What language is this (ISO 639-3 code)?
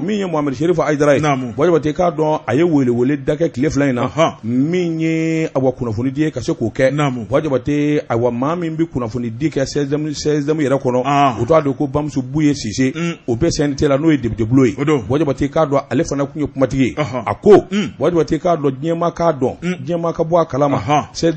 bam